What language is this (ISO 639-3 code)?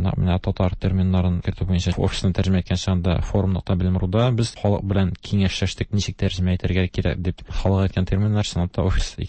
tat